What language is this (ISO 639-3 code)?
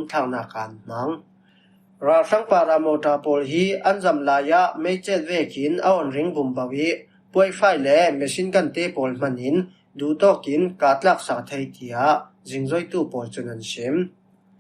cfm